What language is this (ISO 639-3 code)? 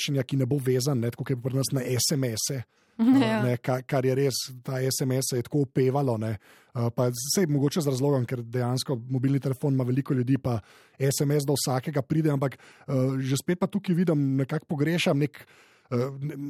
slv